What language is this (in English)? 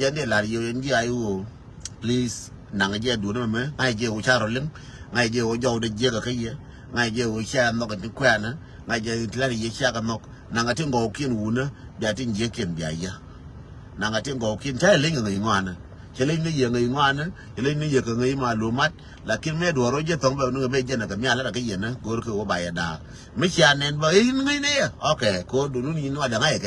Nuer